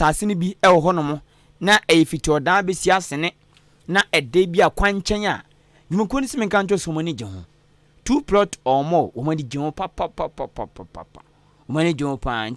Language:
Akan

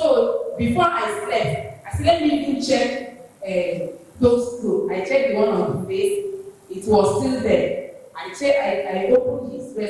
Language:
Ewe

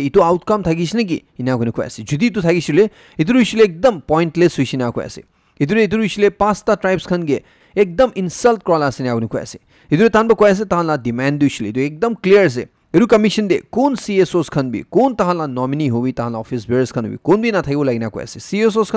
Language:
Naga Pidgin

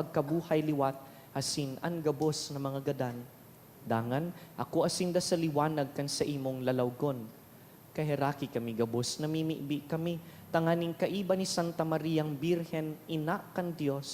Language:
Bikol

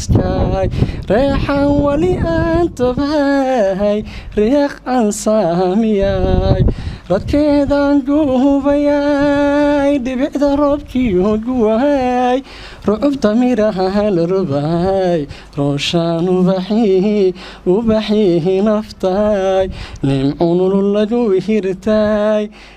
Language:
Somali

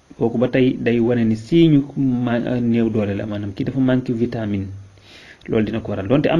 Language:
Wolof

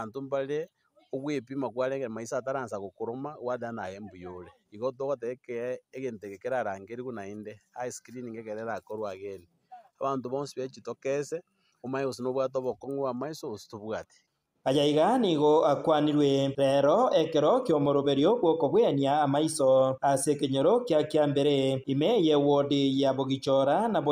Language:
Gusii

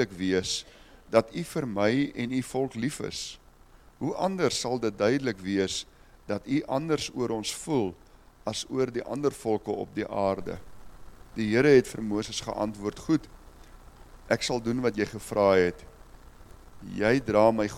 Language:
Afrikaans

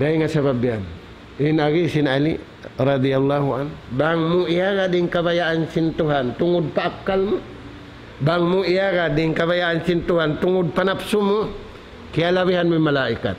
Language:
Tausug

